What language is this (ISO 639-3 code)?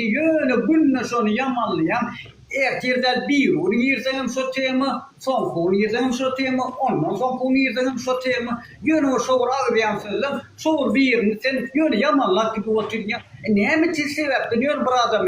tuk